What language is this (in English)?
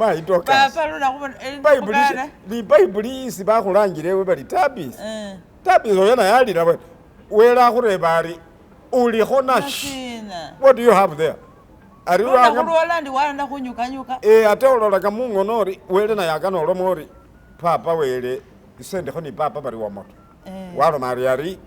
Masaaba